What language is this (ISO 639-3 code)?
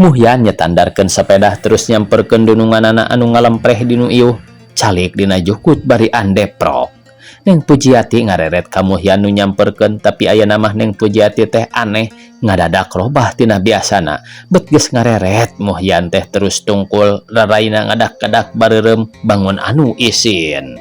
sun